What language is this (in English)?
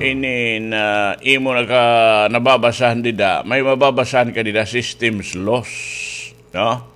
Waray